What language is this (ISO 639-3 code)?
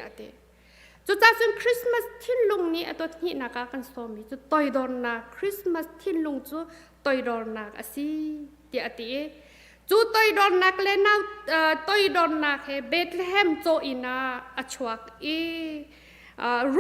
cnh